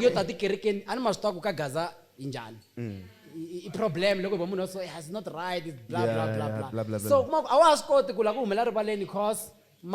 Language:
Tsonga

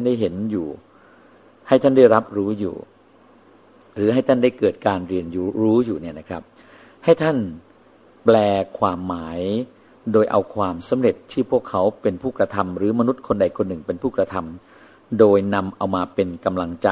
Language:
Thai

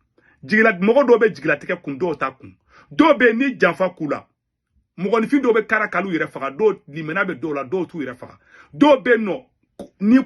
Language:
Bambara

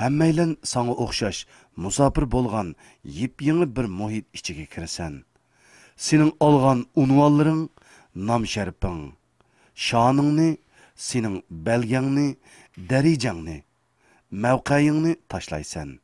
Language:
Uyghur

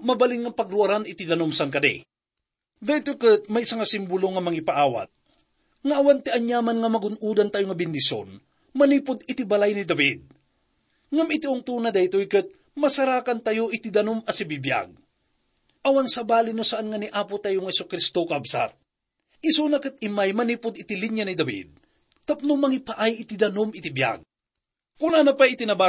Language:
Iloko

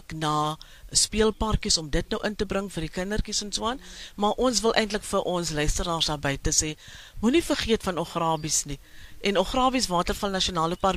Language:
Afrikaans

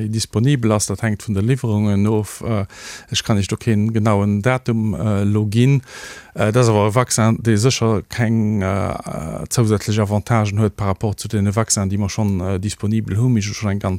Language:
Luxembourgish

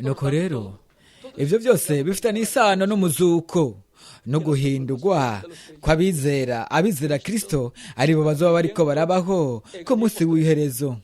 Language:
Rundi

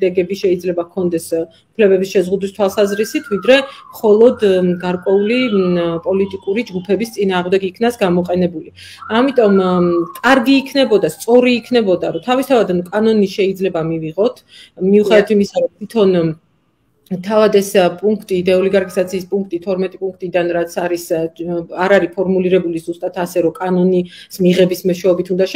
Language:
Georgian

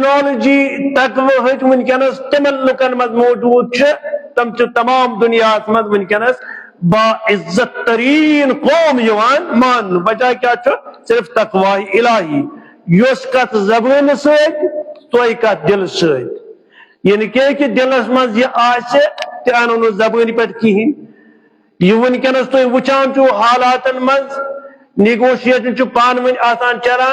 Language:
Kashmiri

